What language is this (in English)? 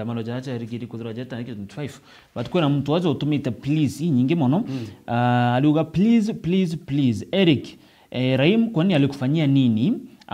Meru